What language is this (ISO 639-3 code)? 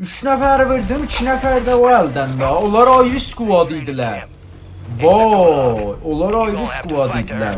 azb